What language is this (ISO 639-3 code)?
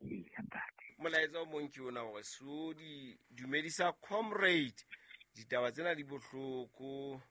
sot